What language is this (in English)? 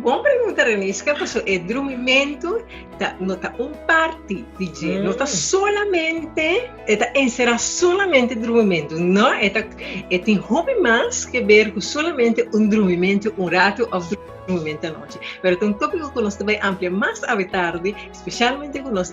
Papiamento